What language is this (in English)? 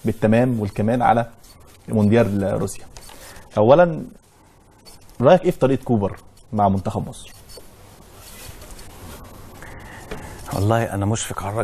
Egyptian Arabic